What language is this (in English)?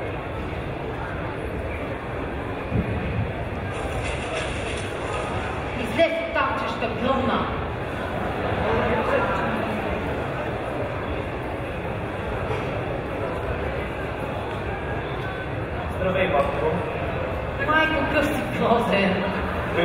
Bulgarian